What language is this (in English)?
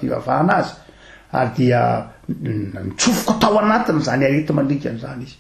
Malagasy